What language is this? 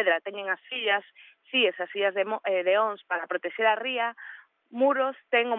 Galician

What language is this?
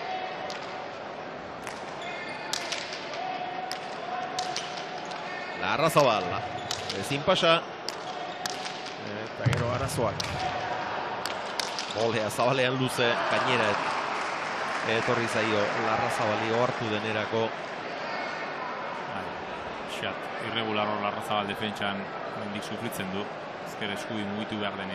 Basque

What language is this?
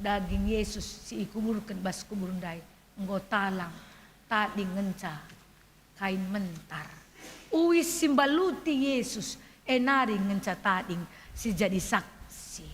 Batak Karo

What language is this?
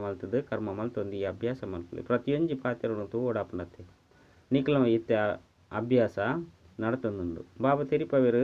Tulu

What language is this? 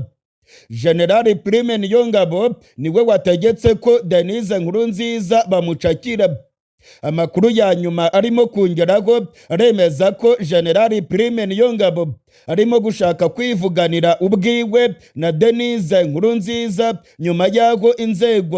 Rundi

